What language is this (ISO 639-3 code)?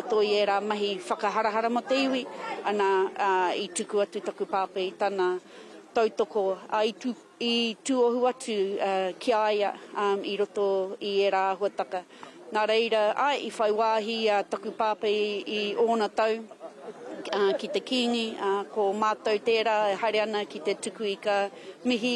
mri